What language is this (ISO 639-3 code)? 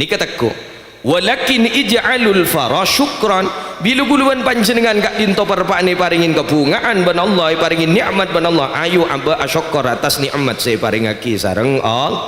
mad